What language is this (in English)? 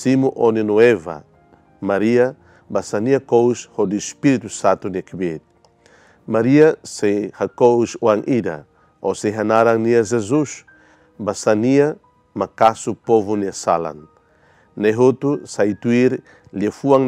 Tetum